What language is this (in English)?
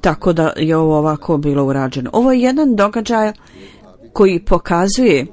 Bosnian